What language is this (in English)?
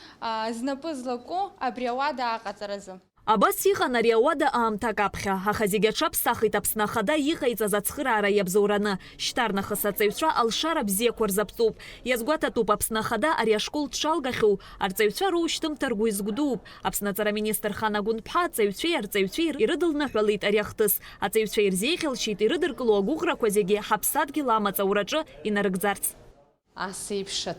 Abkhazian